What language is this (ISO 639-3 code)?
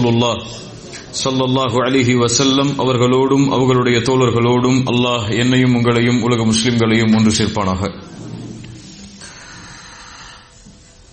tam